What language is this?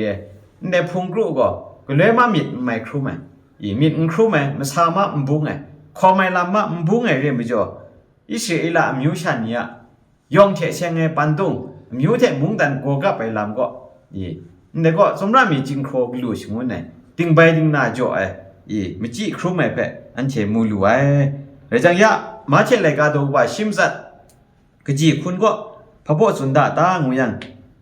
Kachin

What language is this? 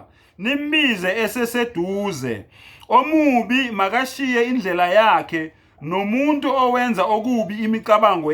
Zulu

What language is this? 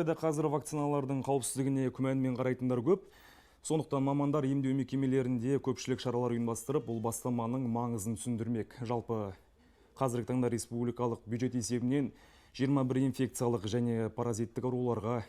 Kazakh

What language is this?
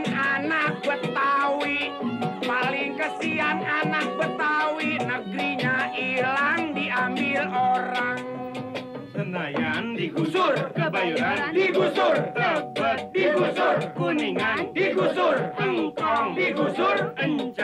Betawi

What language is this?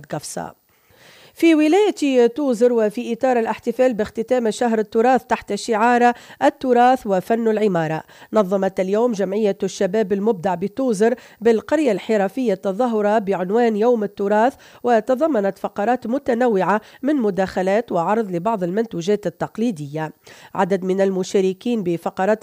Tunisian Arabic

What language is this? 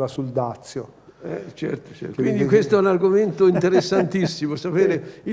Italian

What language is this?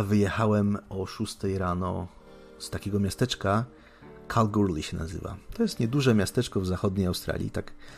Polish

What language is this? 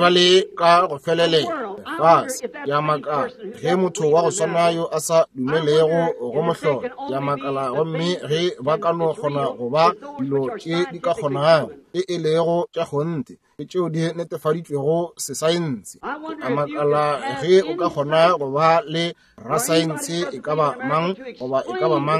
Northern Sotho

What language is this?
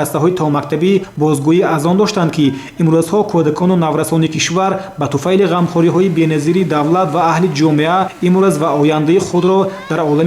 Tajik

